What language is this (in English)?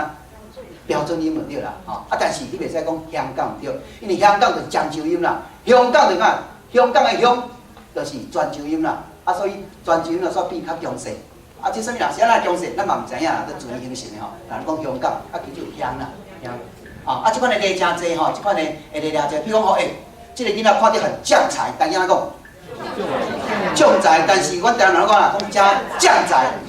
Min Nan Chinese